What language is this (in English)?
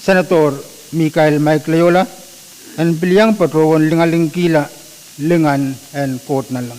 Pohnpeian